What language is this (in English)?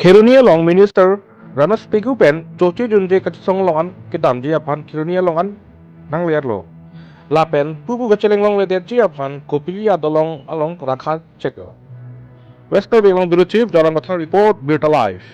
Karbi